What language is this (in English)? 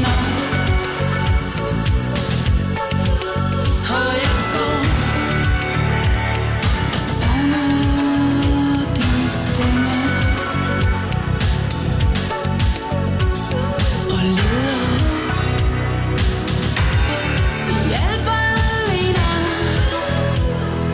Danish